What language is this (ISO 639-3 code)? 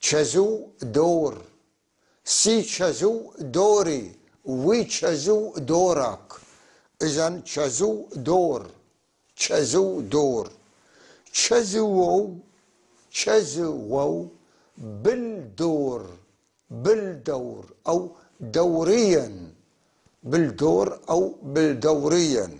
apc